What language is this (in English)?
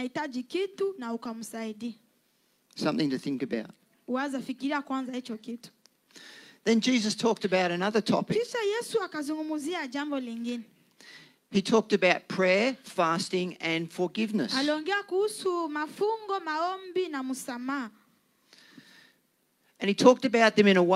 Swahili